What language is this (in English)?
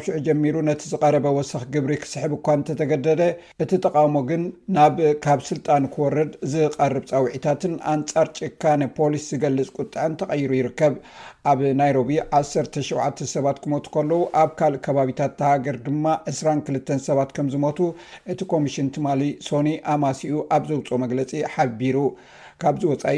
Tigrinya